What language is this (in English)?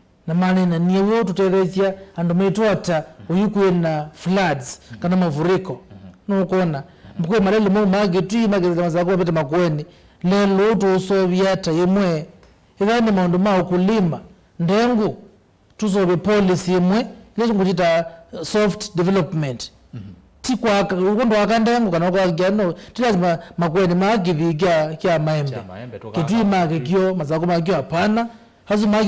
Kamba